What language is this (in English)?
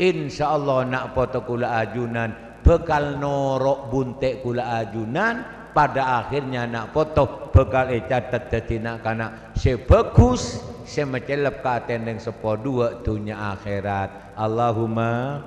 Madurese